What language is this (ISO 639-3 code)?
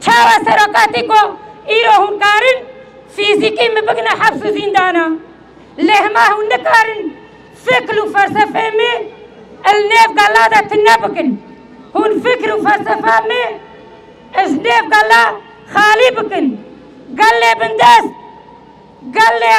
kur